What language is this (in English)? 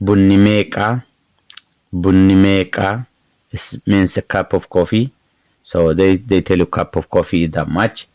English